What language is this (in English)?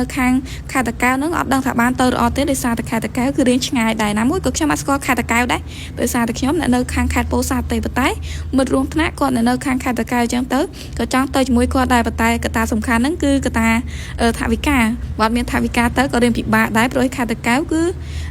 Khmer